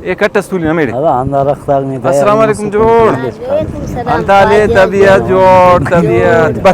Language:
Brahui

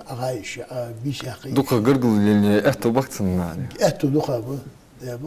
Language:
Ingush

